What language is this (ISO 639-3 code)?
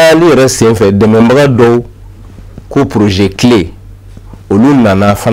bam